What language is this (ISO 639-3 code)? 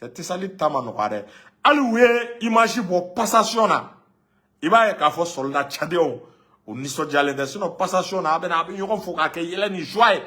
bam